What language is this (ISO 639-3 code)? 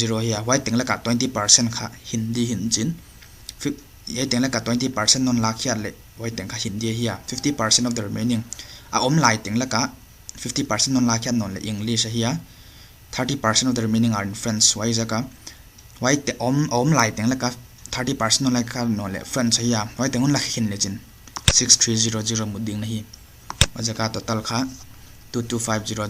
pck